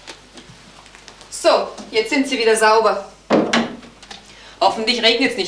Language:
German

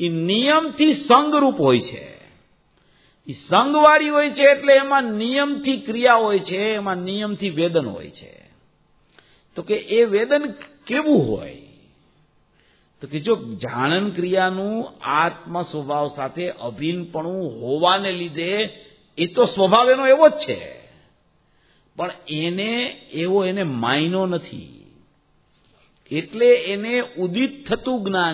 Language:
Gujarati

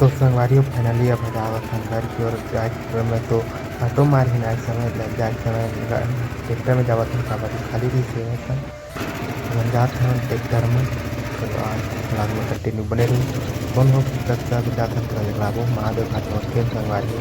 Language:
Chhattisgarhi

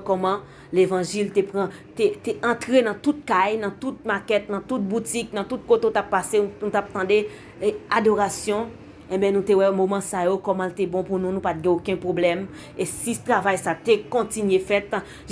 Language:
Haitian Creole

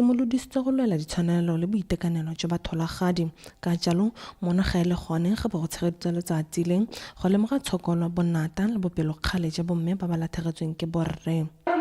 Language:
Tswana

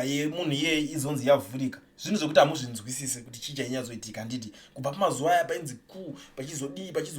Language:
Shona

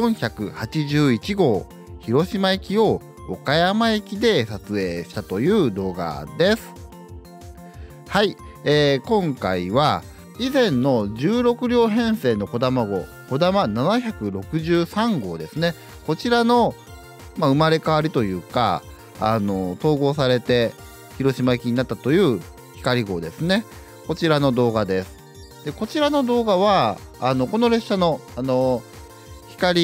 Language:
Japanese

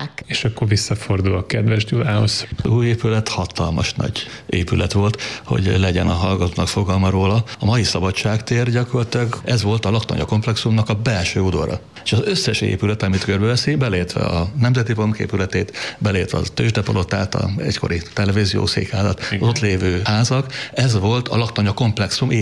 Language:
Hungarian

